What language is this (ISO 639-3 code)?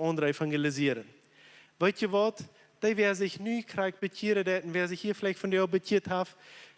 pdt